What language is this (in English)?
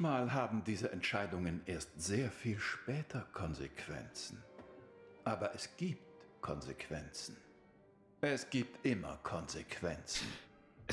Bavarian